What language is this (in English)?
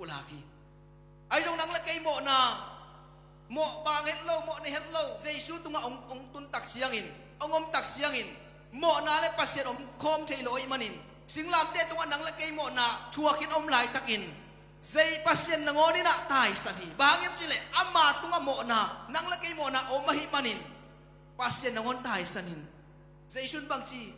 Tedim Chin